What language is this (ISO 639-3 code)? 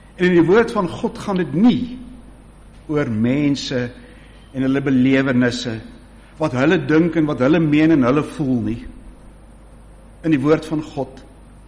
afr